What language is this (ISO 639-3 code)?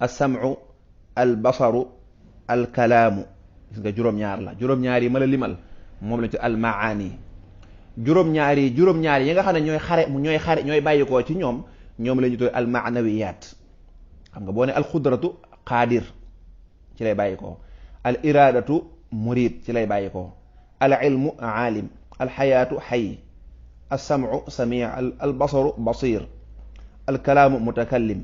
wol